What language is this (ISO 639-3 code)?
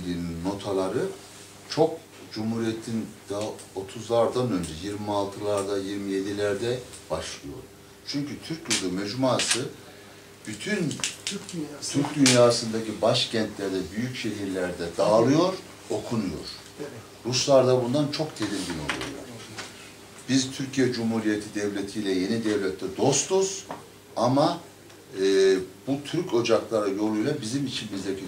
tur